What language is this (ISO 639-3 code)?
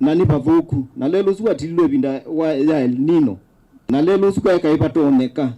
kam